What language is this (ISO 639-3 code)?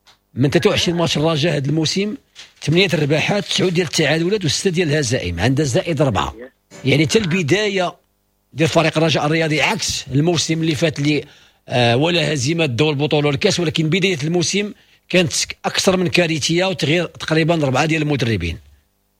ary